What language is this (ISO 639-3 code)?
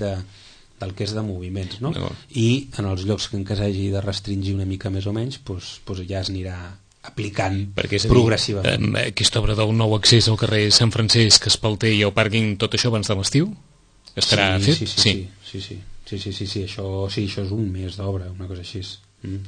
cat